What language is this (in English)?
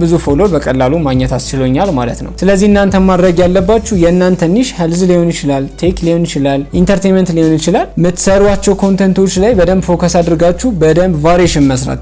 Amharic